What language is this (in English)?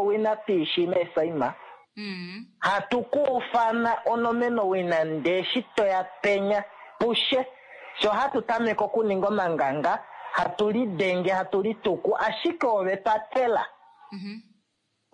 Kuanyama